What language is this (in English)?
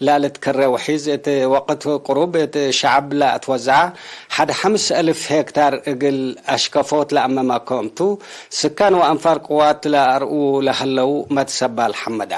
Tigre